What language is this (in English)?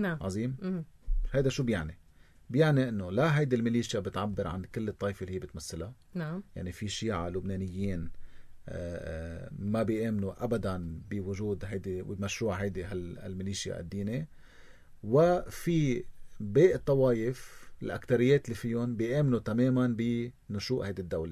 North Levantine Arabic